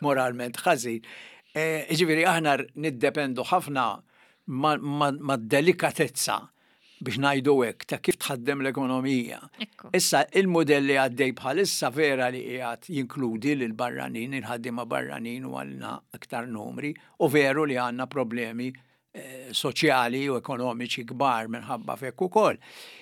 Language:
Maltese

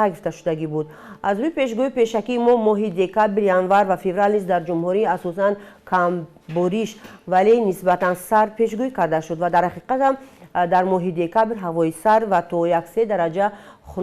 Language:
Tajik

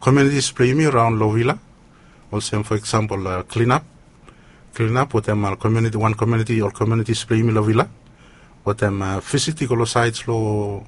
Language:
Bislama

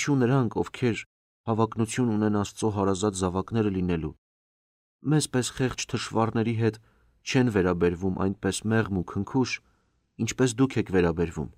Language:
Armenian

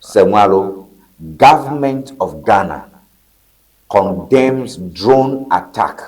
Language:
Ewe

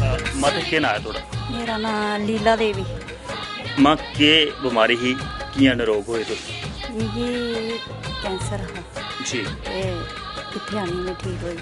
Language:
Dogri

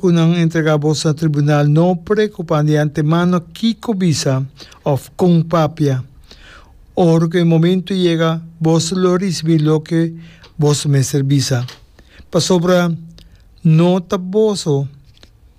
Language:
Papiamento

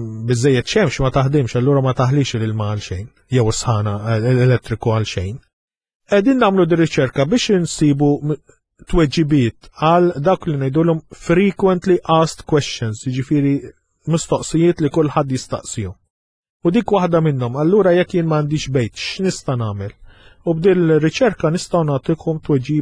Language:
Maltese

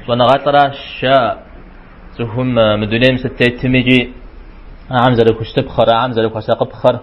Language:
Kabardian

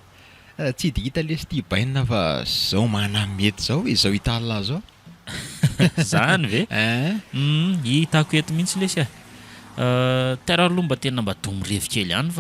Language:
Malagasy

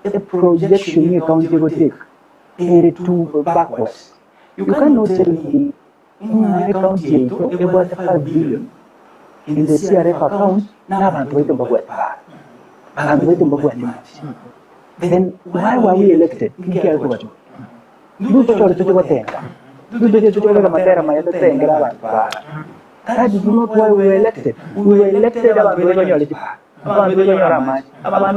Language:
Gusii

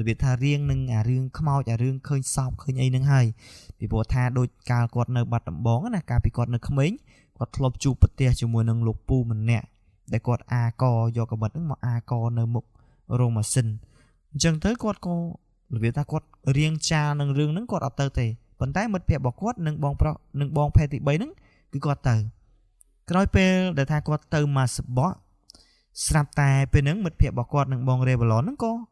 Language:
Khmer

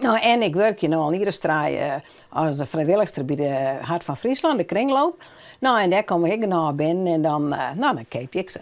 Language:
Western Frisian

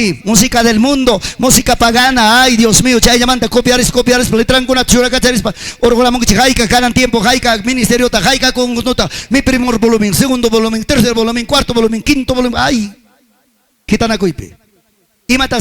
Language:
Ayacucho Quechua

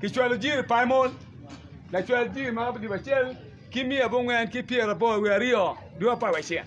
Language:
Acoli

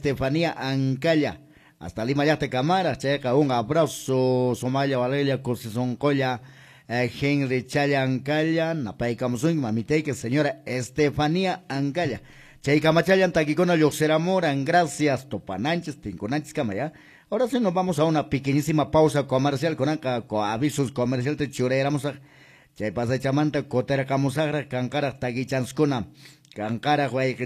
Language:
Quechua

